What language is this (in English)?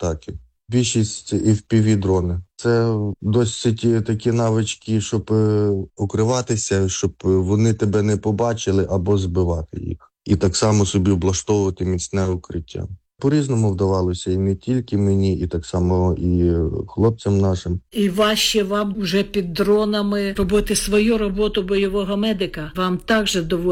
Ukrainian